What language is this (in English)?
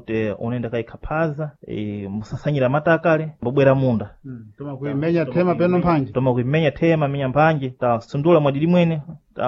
Sena